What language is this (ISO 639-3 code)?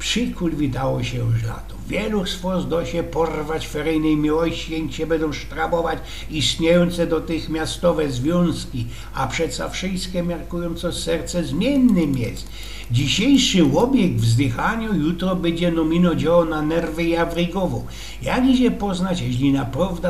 szl